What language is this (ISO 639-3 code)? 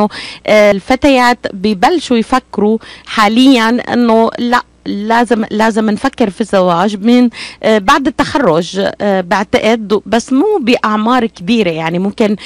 apc